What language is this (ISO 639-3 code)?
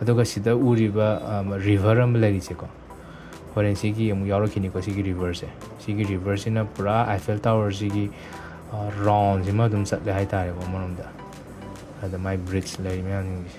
mni